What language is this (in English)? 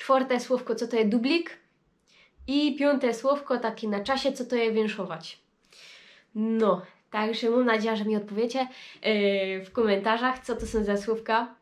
Silesian